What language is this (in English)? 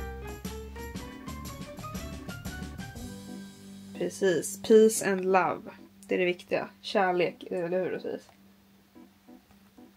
Swedish